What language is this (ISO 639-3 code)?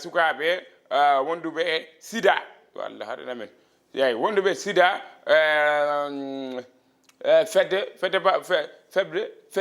ful